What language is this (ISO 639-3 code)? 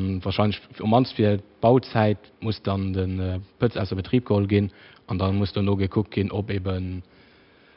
ltz